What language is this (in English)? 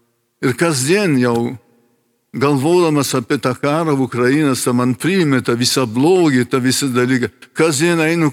Lithuanian